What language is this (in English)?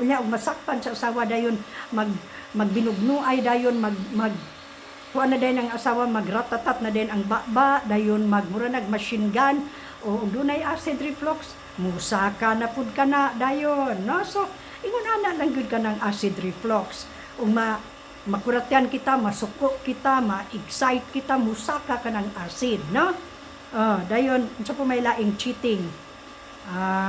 Cebuano